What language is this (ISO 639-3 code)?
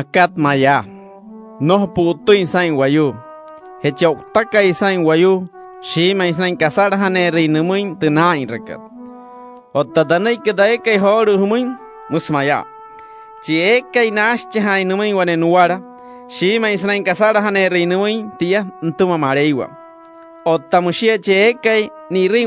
guc